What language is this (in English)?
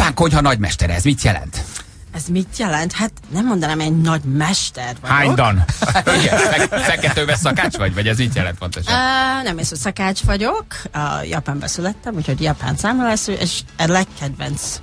Hungarian